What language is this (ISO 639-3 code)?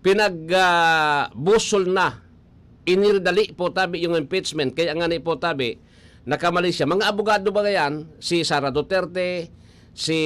bik